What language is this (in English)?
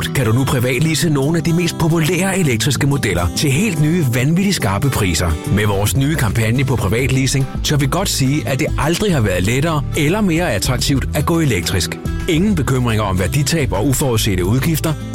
Danish